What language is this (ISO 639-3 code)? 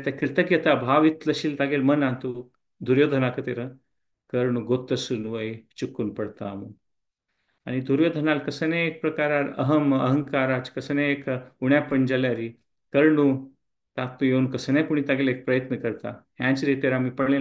kok